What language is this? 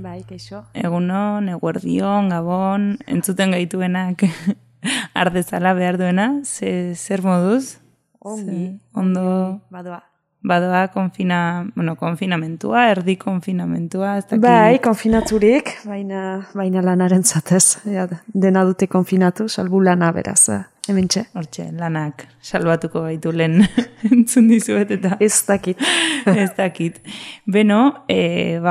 Basque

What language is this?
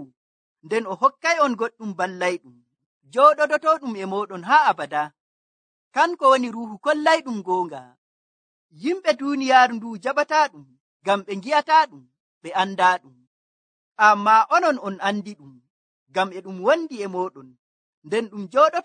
Nigerian Fulfulde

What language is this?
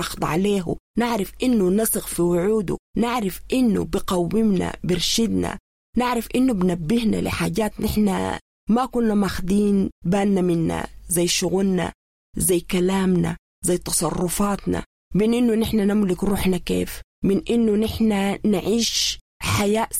Sudanese Arabic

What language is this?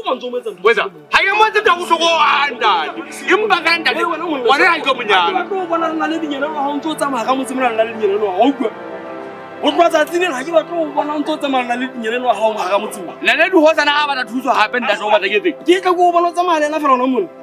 Southern Sotho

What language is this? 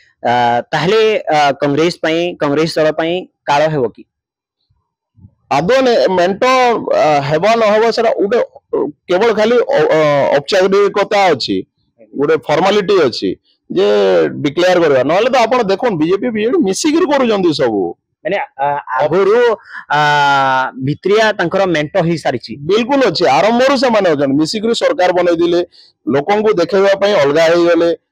Odia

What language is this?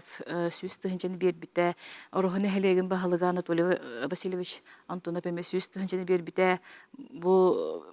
Yakut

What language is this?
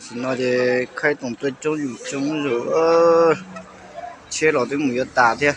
Hmong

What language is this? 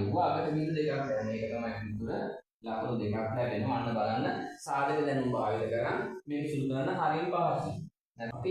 Sinhala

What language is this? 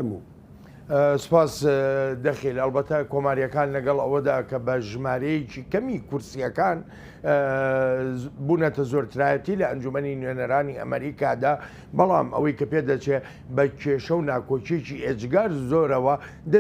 Central Kurdish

